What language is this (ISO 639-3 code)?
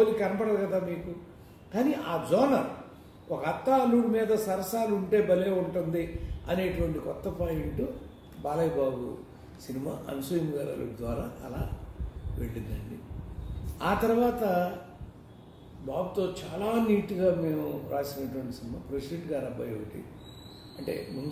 tel